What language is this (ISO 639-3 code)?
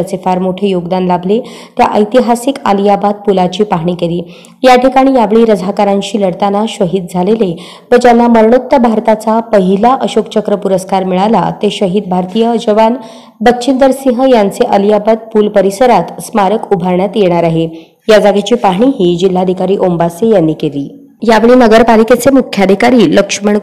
mar